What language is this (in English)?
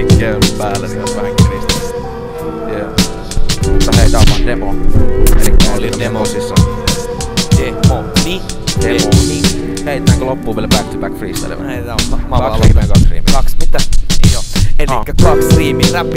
Finnish